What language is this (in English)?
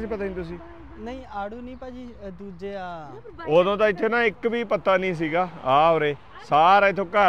Punjabi